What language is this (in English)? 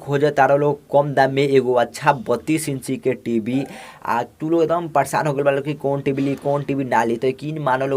Bhojpuri